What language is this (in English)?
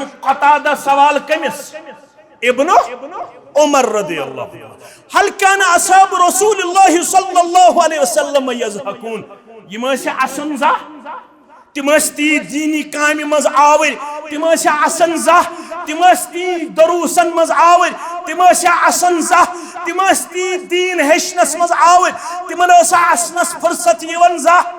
Kashmiri